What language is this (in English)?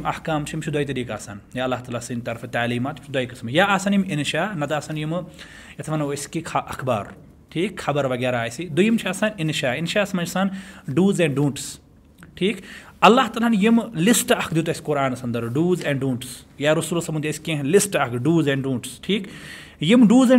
Kashmiri